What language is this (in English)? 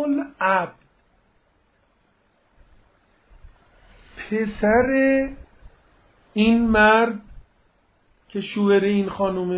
Persian